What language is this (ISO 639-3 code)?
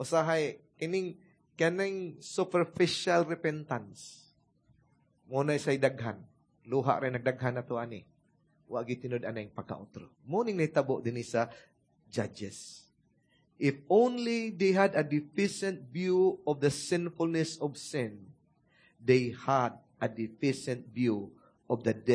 ceb